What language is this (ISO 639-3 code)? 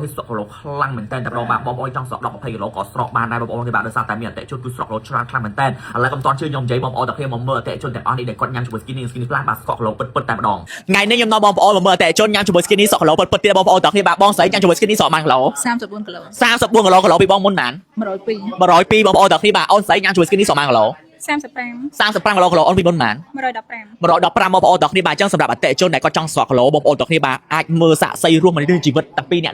khm